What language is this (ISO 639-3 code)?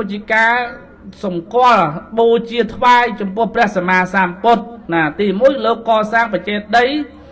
khm